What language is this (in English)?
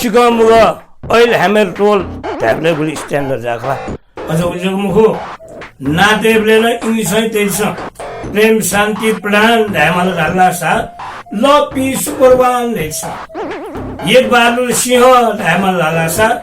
Newari